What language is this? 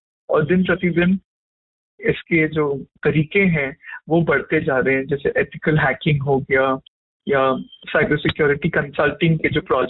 Hindi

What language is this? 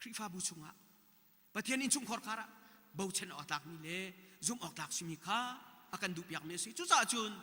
Hakha Chin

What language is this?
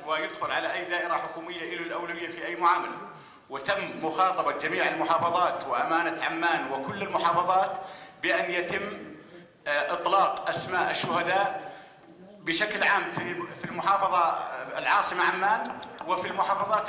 Arabic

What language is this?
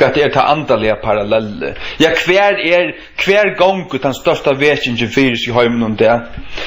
Faroese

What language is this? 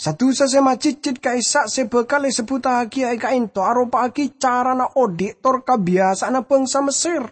Madurese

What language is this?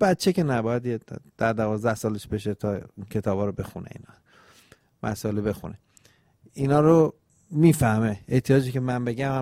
Persian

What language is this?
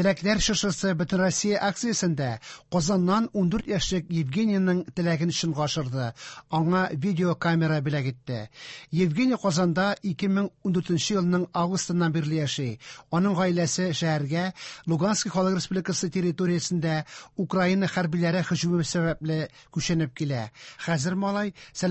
Tatar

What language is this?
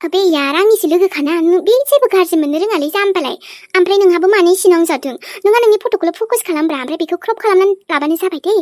Bodo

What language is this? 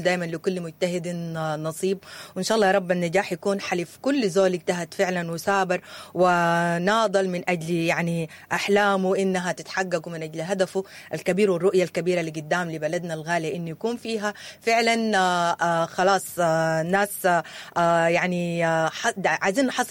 Sudanese Arabic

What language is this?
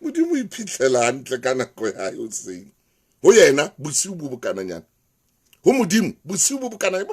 Southern Sotho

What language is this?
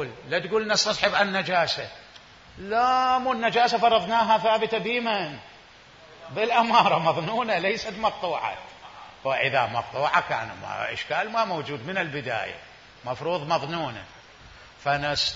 Mesopotamian Arabic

